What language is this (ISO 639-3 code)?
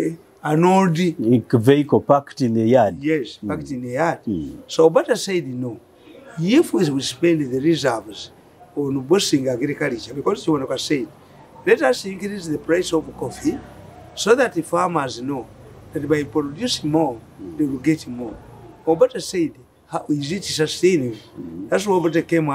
eng